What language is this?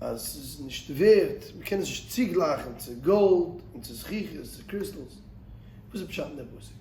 Yiddish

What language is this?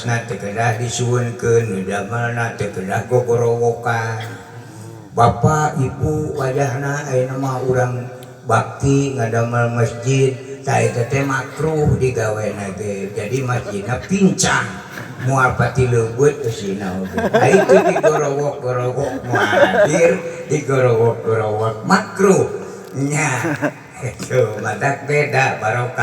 Sundanese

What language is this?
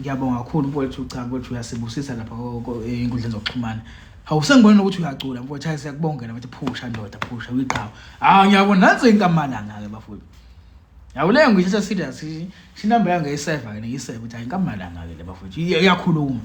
Zulu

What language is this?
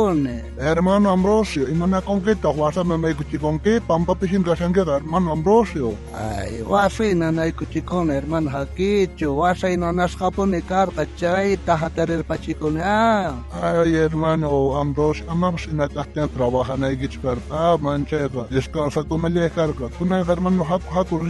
South Bolivian Quechua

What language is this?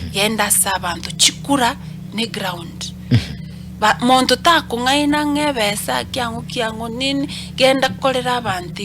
Gusii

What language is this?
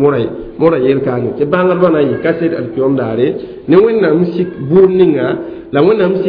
Mossi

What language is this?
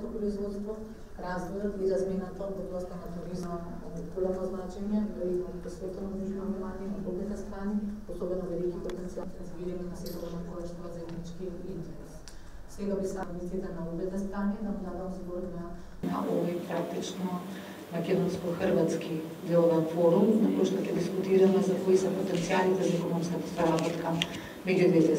Macedonian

